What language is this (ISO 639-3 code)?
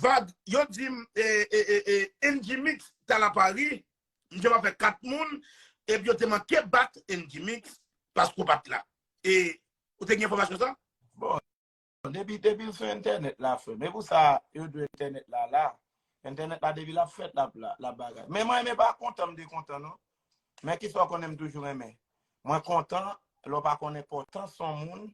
hat